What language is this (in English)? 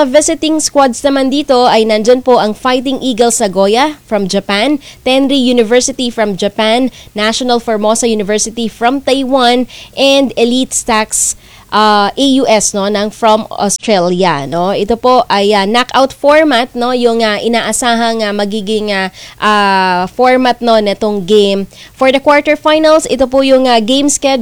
Filipino